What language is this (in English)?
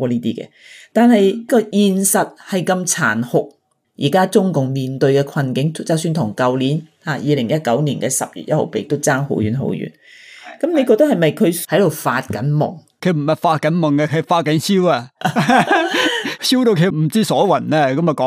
Cantonese